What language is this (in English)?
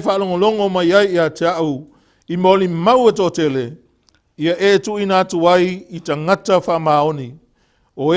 Samoan